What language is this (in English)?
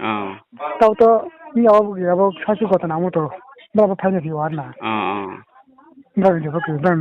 Riang (India)